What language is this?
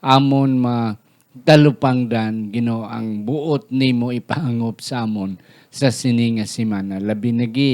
Hiligaynon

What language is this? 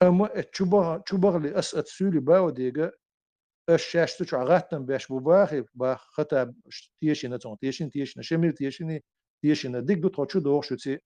Chechen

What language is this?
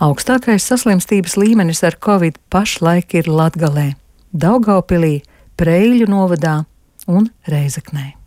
Latvian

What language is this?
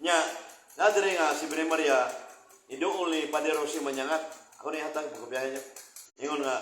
Cebuano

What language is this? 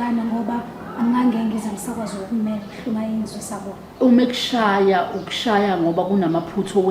Zulu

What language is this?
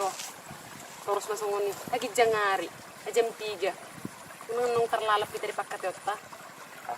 Batak Toba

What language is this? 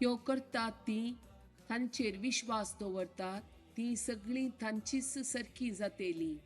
Konkani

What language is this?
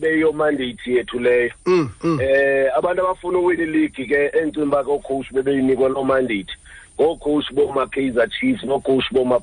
Xhosa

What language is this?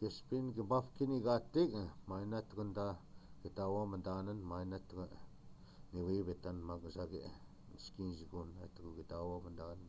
Chippewa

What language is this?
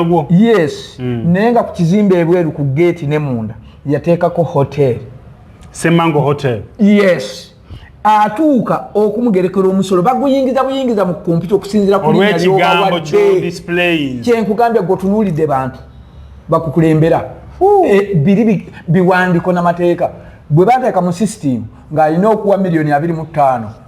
Ganda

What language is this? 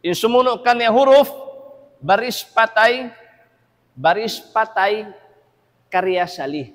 Tausug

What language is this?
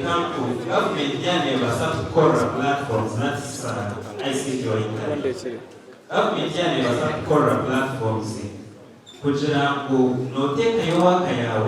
Nyankole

